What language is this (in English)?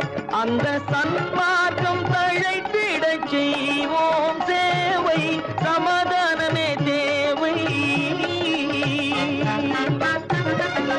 Tamil